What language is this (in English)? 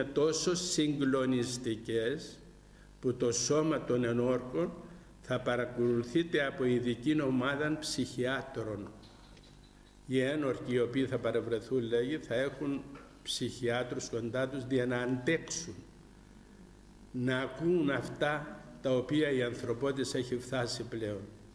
Greek